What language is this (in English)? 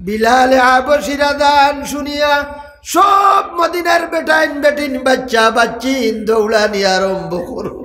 Sylheti